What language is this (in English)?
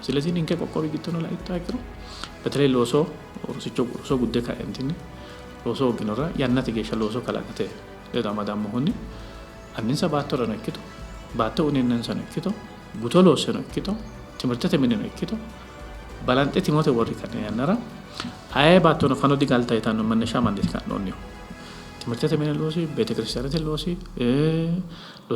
Sidamo